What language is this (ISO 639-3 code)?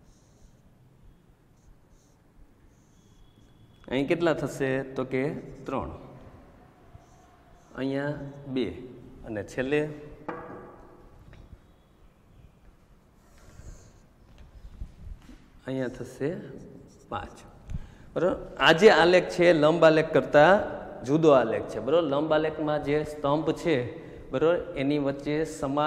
guj